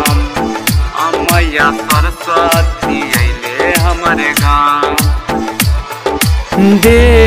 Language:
Bhojpuri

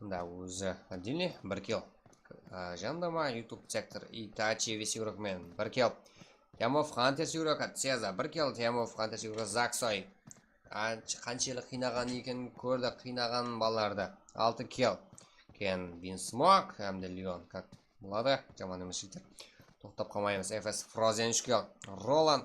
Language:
Kara-Kalpak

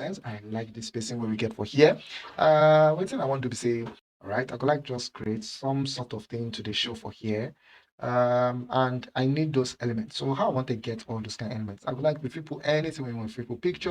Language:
Nigerian Pidgin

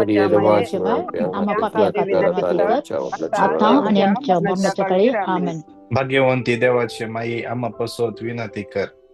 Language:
Konkani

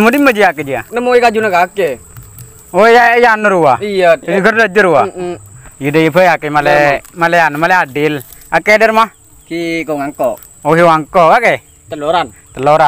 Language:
Madurese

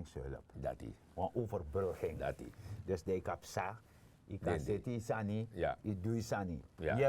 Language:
Sranan Tongo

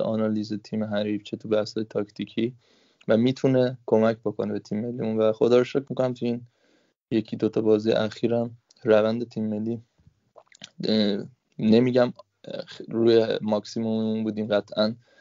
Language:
Persian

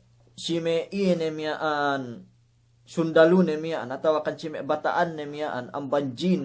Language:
Yakan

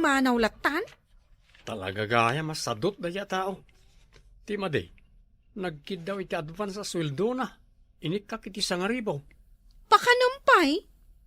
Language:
Iloko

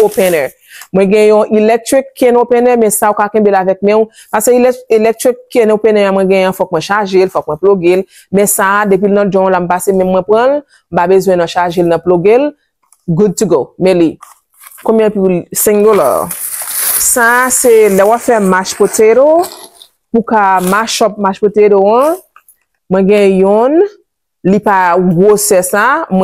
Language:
Haitian Creole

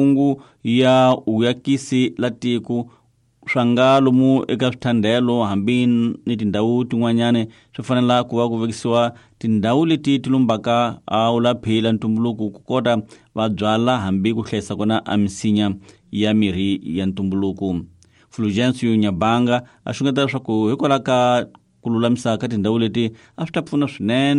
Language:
Tsonga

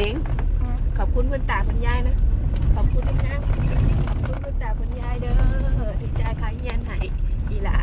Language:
Northeastern Thai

